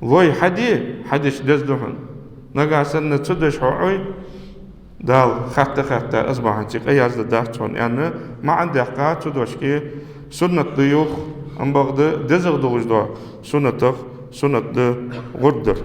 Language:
Ingush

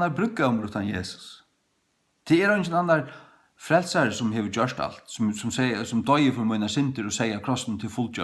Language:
Faroese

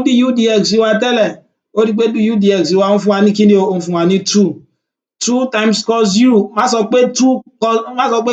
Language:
Yoruba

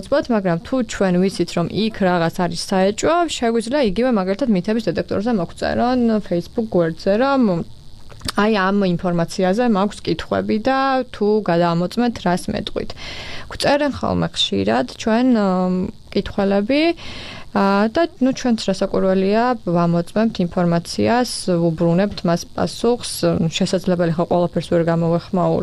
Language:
Georgian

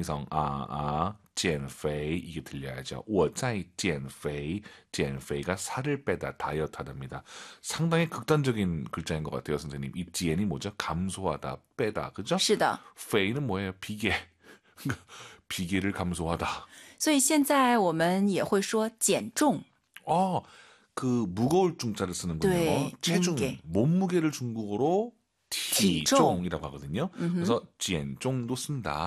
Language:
Korean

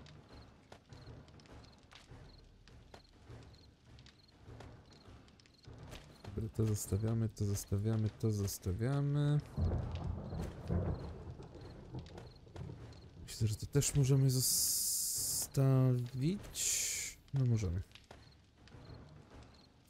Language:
Polish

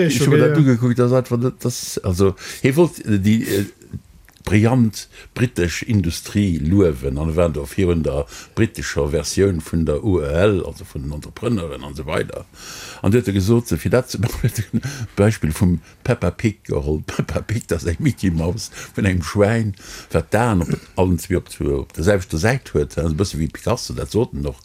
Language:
Luxembourgish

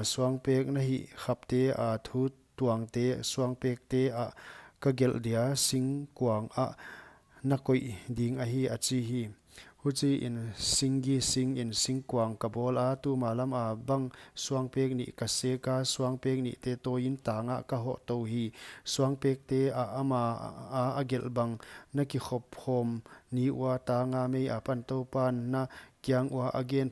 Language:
Paite Chin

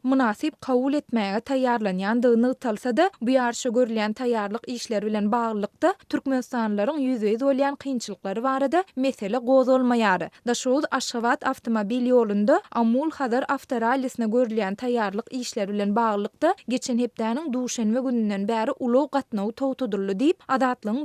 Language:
Turkmen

